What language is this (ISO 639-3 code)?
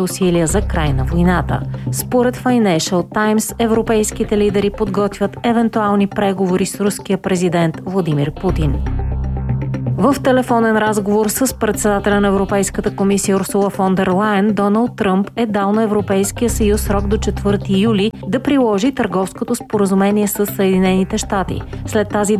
bul